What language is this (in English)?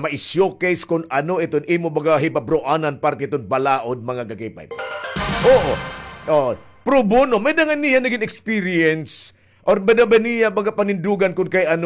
Waray